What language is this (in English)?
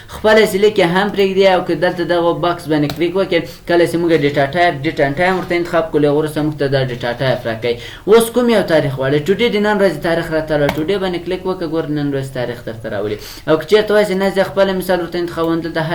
Pashto